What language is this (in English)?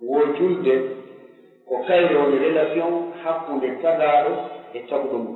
Pular